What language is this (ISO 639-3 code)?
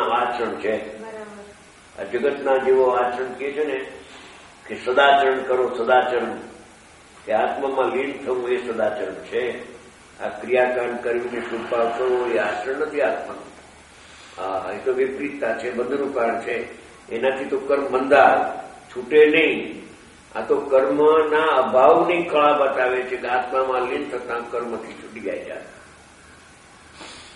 guj